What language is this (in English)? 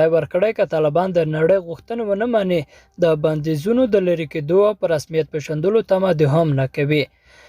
Pashto